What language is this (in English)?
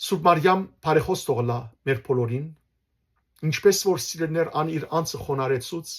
Western Armenian